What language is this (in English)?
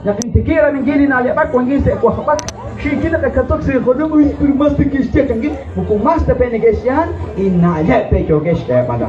Kekchí